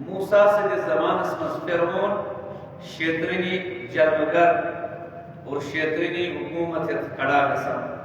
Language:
Kashmiri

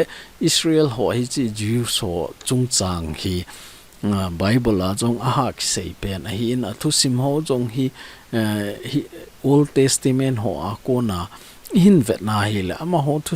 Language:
Thado Chin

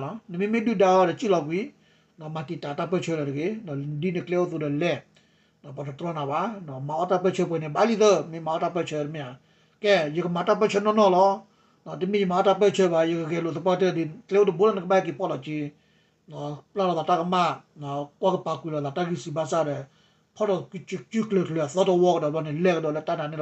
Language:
S'gaw Karen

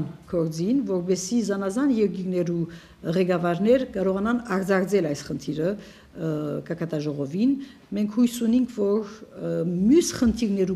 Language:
Armenian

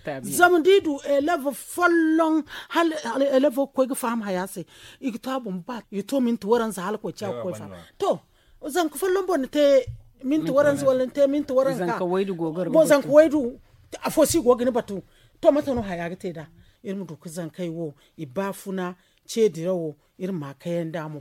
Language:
Zarma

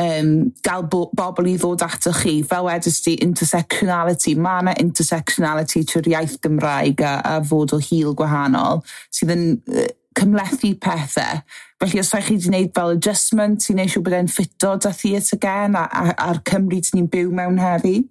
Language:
Welsh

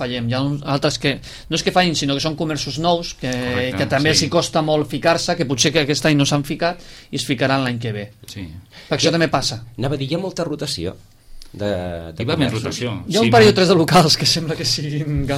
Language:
Catalan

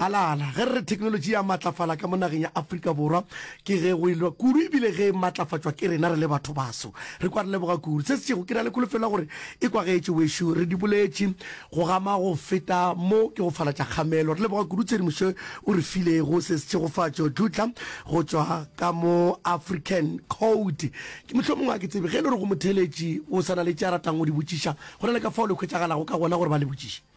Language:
Northern Sotho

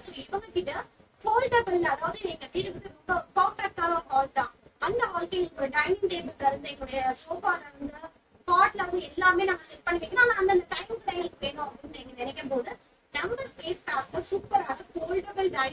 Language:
Tamil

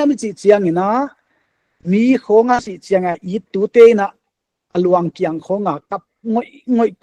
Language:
Paite Chin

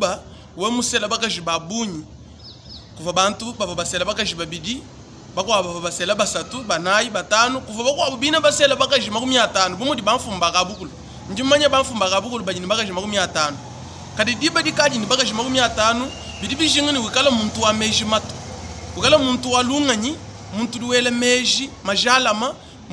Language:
Luba-Lulua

